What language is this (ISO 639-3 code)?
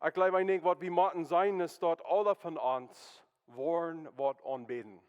pdt